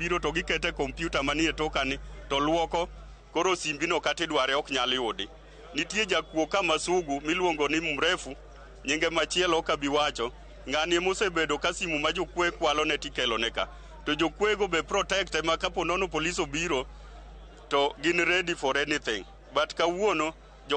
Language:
Luo (Kenya and Tanzania)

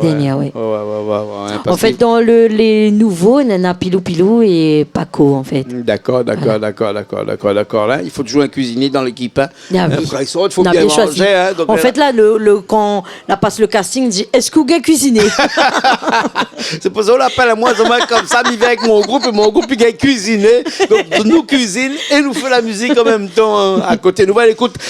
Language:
Réunion Creole French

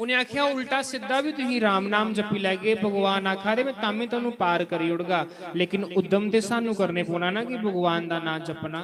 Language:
Dogri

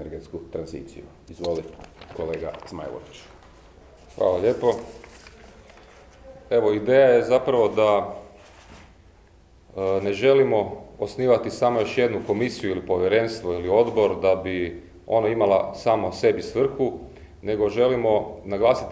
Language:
Croatian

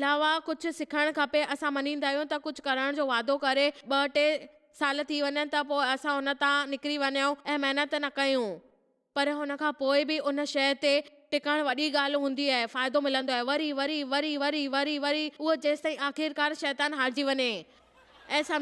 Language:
Sindhi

